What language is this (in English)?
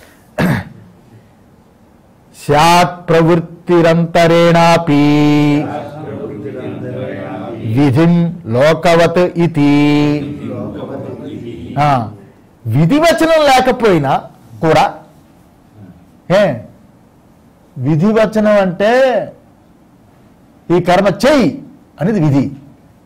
Telugu